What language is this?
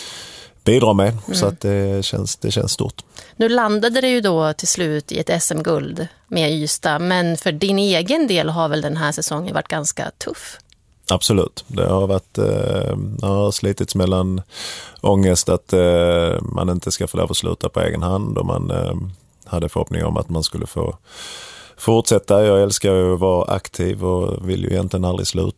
Swedish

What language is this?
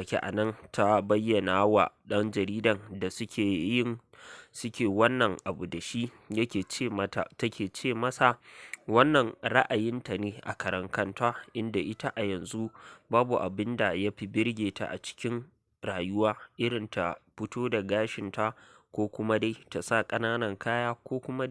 Hausa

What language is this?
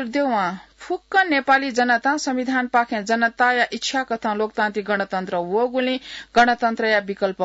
Newari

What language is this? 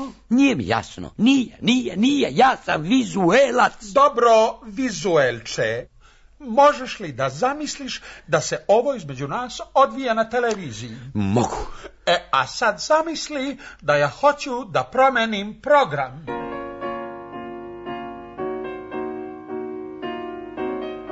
Serbian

